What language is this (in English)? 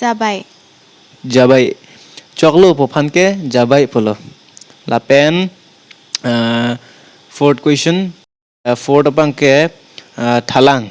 Karbi